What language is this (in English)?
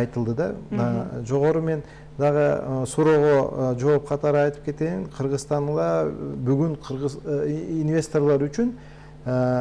Kyrgyz